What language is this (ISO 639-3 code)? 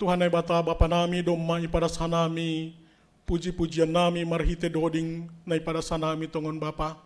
bts